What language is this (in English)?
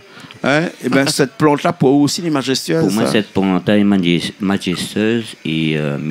Réunion Creole French